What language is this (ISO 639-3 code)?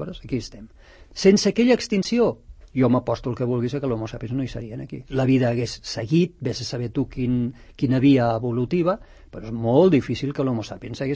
cat